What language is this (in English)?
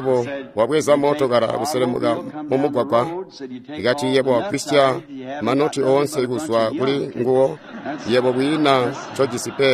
Tonga (Zambia)